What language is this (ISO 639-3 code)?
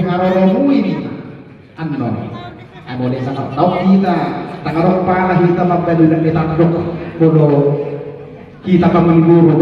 bbc